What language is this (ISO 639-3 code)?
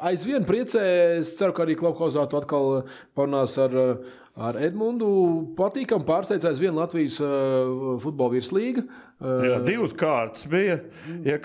lav